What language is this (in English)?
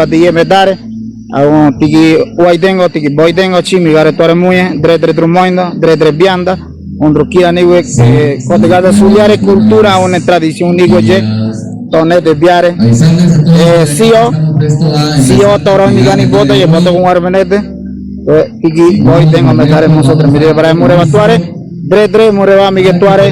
Ngäbere